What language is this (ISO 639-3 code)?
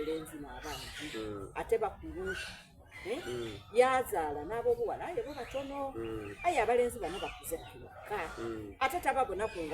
xog